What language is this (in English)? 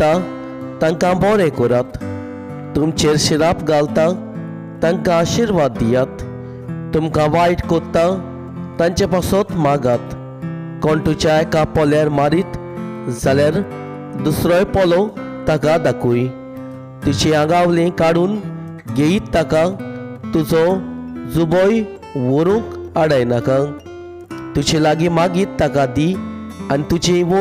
Konkani